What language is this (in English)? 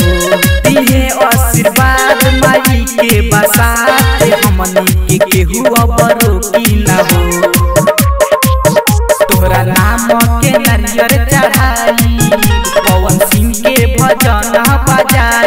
Bhojpuri